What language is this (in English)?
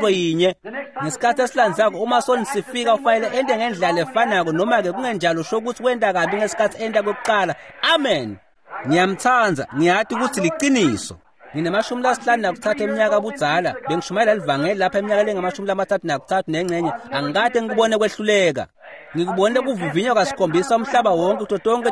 Swati